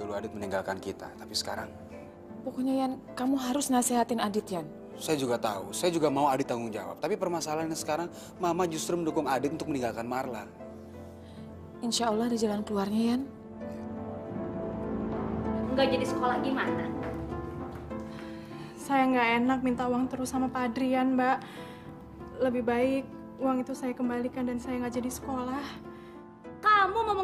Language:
Indonesian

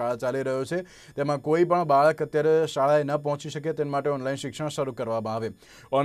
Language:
Gujarati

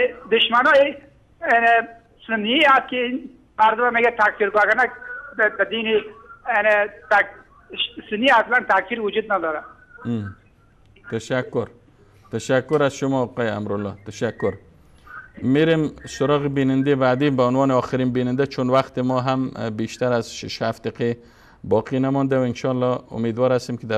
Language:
Persian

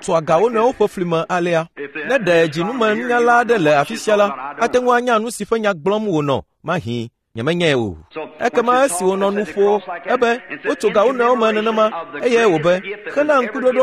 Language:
Ewe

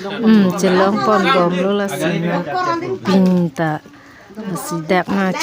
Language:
Karbi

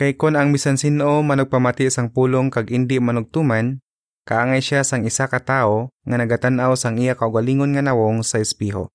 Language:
Hiligaynon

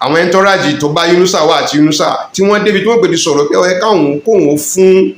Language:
Yoruba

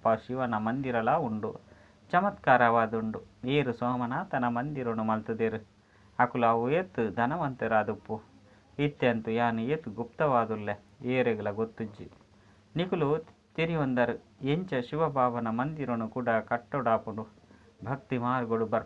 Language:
Tulu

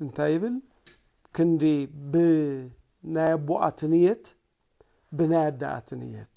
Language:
Tigrinya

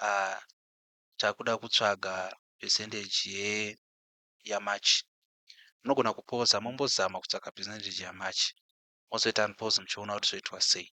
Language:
Shona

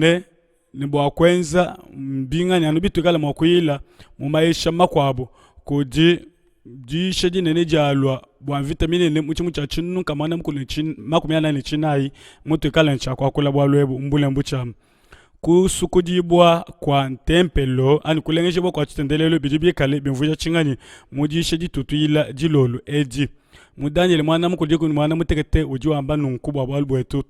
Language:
Luba-Lulua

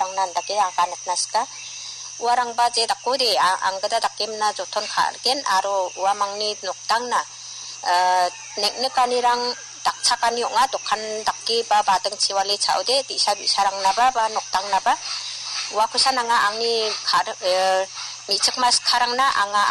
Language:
Garo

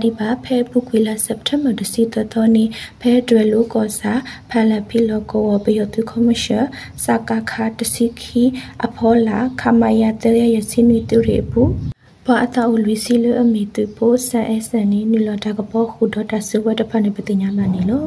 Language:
Burmese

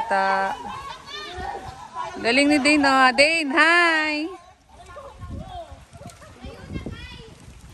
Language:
Filipino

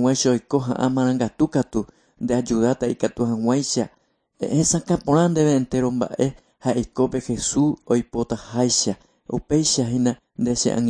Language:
Guarani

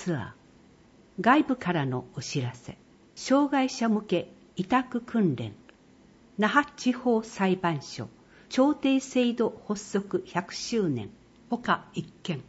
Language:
Japanese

